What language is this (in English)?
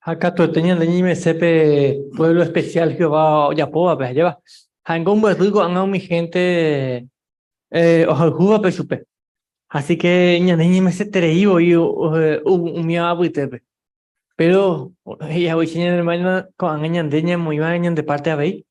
Guarani